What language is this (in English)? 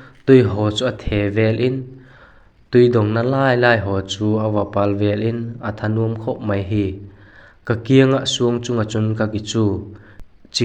Vaiphei